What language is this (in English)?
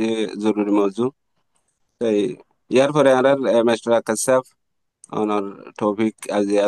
Rohingya